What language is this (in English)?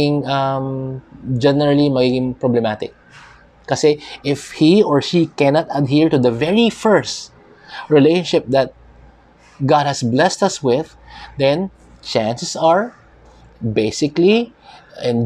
Filipino